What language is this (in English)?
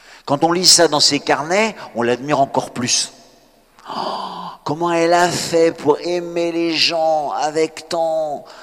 French